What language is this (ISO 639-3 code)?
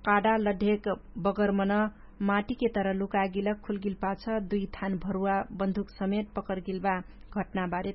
thl